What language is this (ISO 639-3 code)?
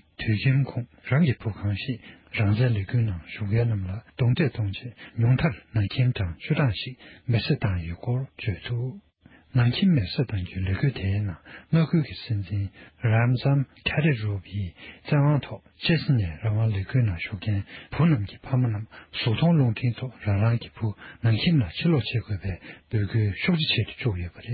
bod